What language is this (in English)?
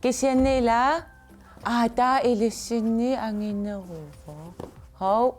Kalaallisut